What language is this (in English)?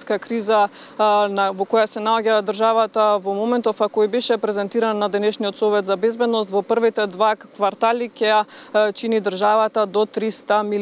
Macedonian